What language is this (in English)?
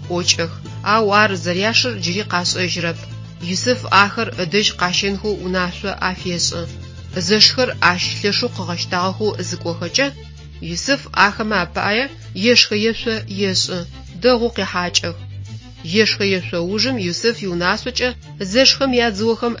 Adyghe